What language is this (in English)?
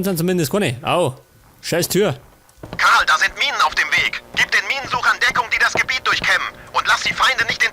Bavarian